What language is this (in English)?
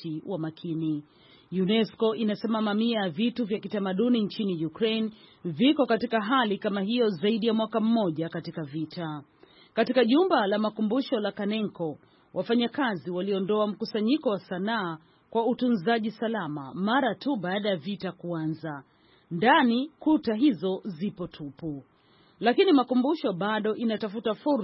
Swahili